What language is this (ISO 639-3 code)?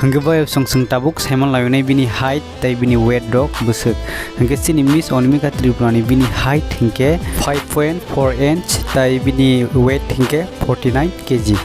trp